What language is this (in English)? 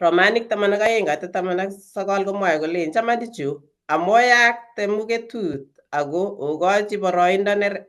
Kalenjin